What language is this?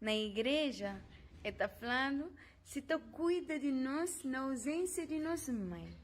Kabuverdianu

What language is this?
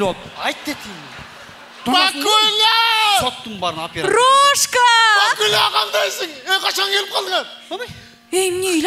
Kyrgyz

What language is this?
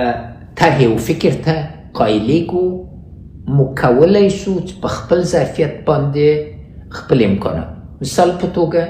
Pashto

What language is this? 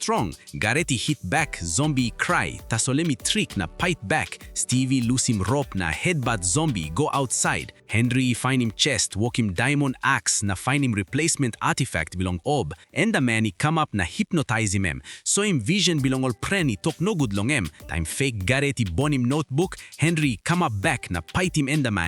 Tok Pisin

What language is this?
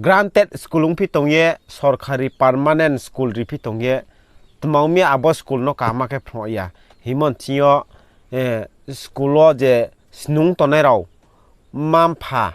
Riang (India)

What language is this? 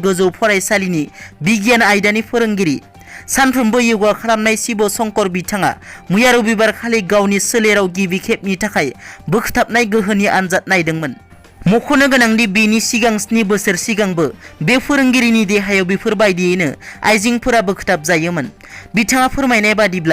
Bodo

